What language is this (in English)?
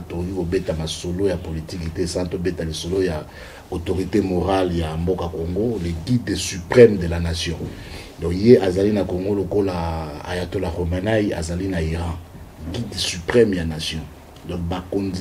Lingala